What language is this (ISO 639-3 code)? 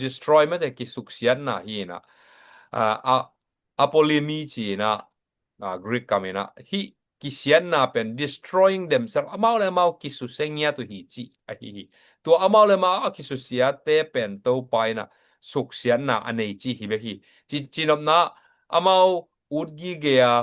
ctd